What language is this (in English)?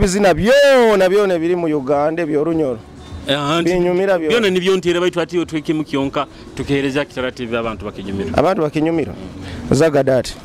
Nyoro